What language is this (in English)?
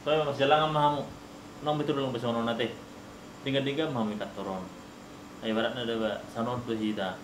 Batak Toba